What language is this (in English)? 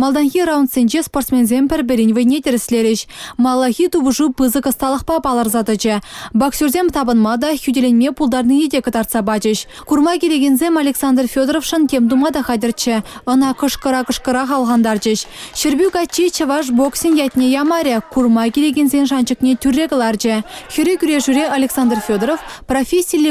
Chuvash